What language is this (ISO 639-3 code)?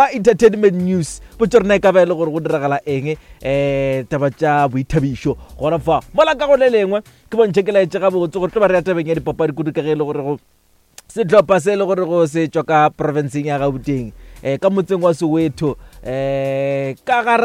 nso